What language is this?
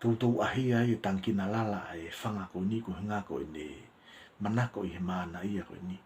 Tongan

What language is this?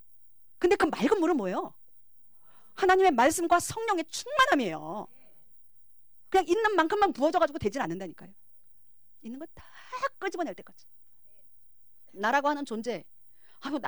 Korean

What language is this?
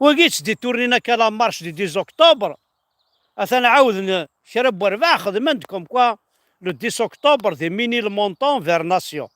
Kabyle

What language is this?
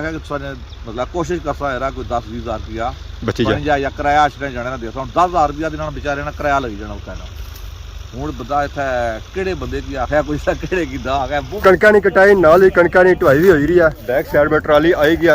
Pahari-Potwari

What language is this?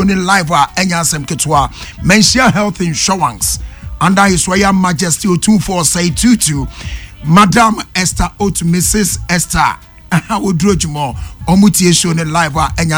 Akan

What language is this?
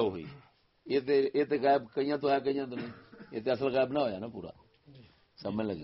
Saraiki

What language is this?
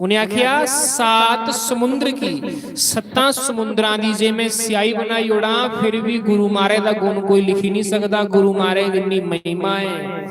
Dogri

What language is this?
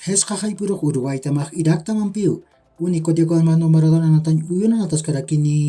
Aymara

